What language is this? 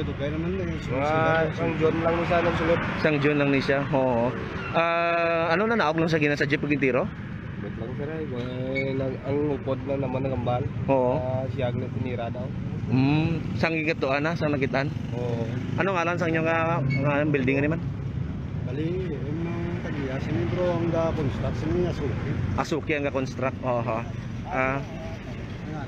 Hiligaynon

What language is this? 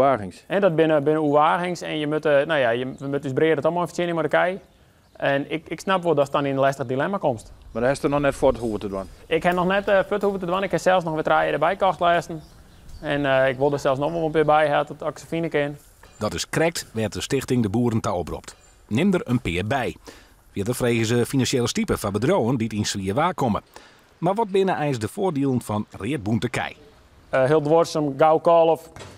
Western Frisian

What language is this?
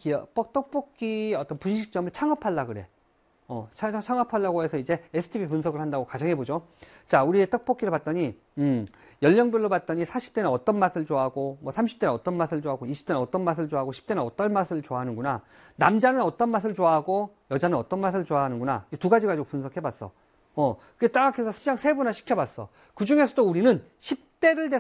Korean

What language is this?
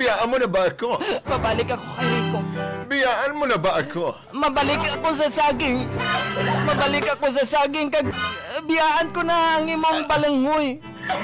Hiligaynon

